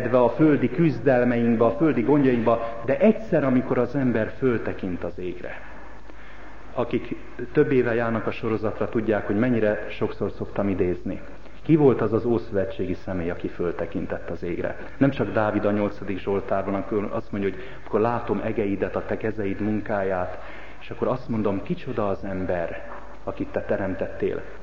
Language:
Hungarian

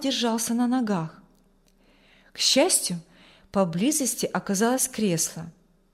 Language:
Russian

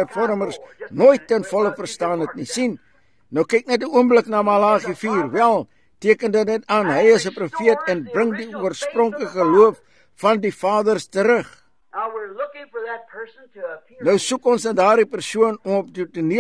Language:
Afrikaans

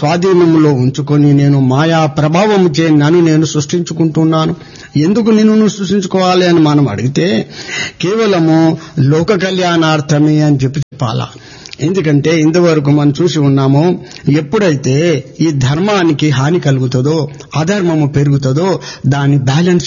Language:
Telugu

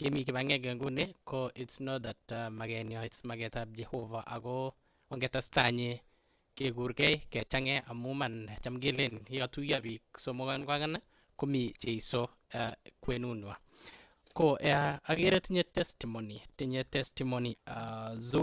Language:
Kalenjin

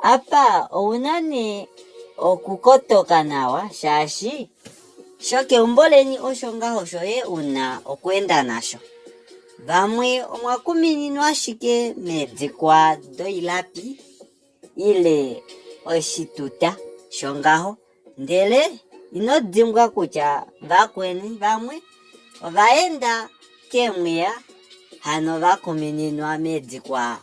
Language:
Kuanyama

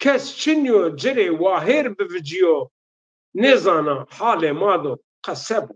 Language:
Zaza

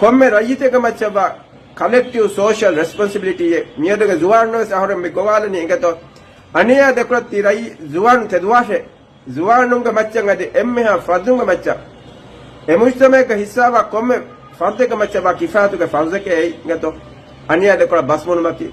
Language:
Divehi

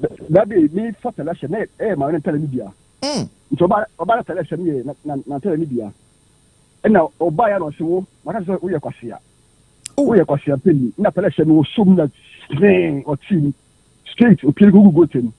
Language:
Akan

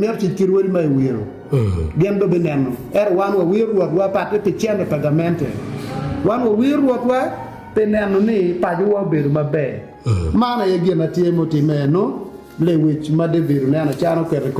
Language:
Acoli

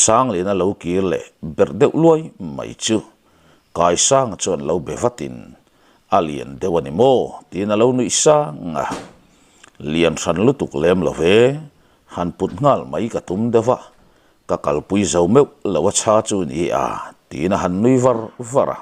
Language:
Mizo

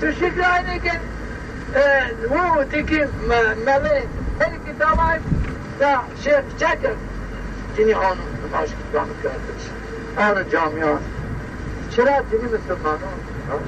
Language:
Zaza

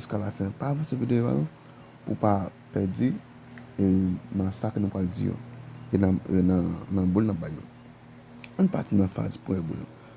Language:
Haitian Creole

